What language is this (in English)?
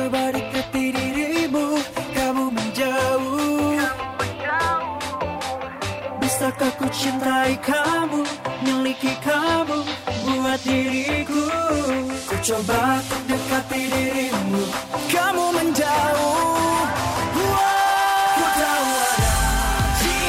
Indonesian